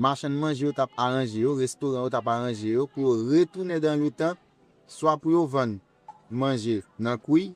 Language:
Haitian Creole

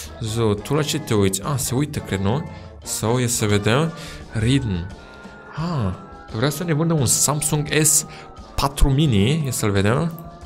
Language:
Romanian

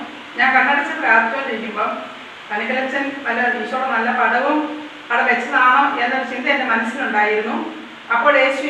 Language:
Malayalam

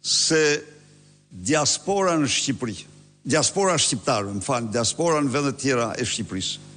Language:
Albanian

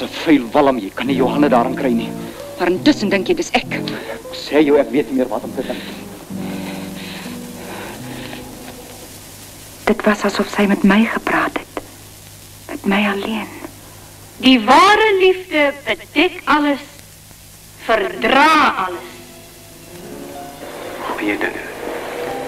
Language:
Afrikaans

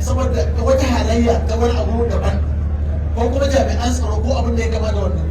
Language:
Hausa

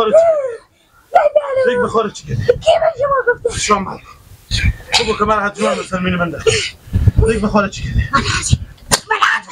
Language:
Persian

